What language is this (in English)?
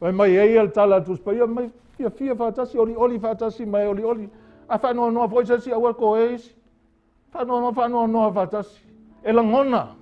Samoan